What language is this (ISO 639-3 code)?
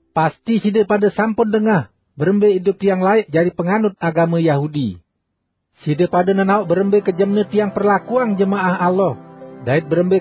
sas